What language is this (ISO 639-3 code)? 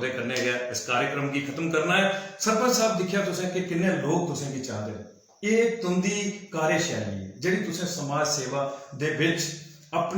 doi